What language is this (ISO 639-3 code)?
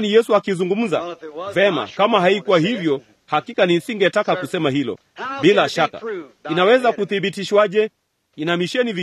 swa